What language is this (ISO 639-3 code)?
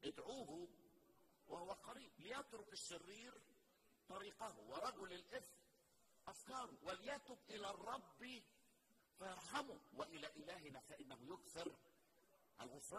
arz